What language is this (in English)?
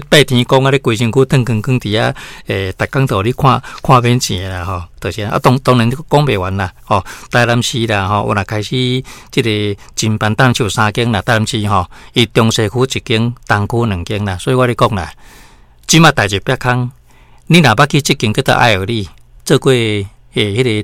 Min Nan Chinese